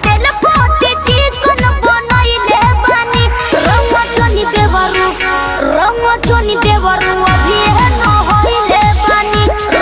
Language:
Bhojpuri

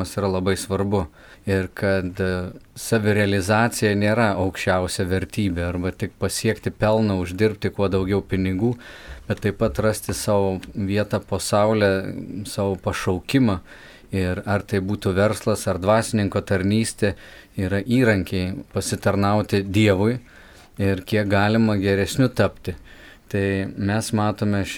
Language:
Lithuanian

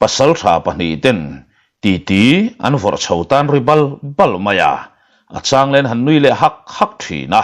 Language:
Mizo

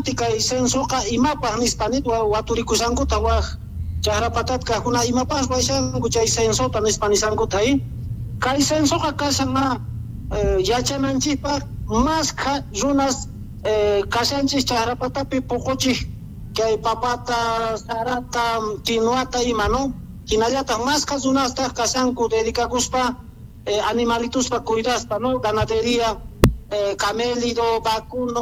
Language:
Quechua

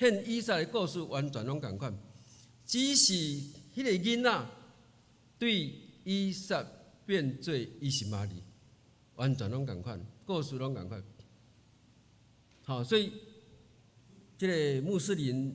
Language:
Min Nan Chinese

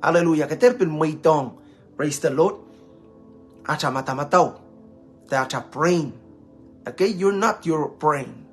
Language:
Pohnpeian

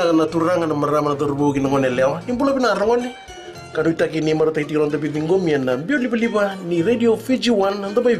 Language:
Fijian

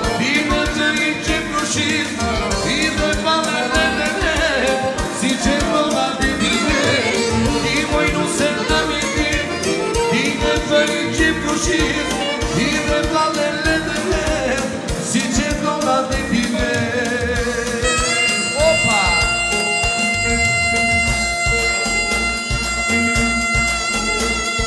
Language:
Romanian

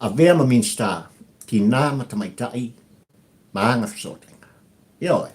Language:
Samoan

